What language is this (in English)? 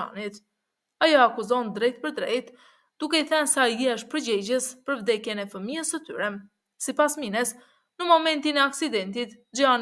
Albanian